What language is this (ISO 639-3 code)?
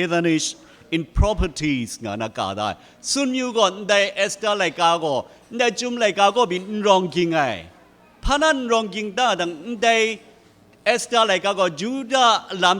kac